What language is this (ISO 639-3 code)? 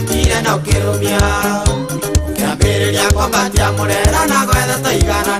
kik